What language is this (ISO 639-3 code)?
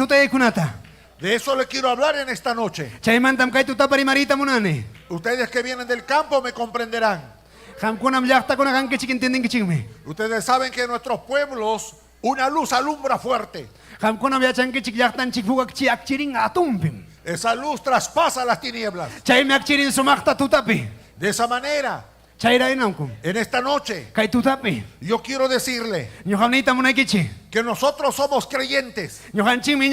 quy